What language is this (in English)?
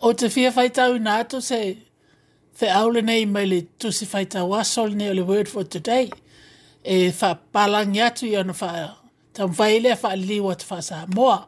Samoan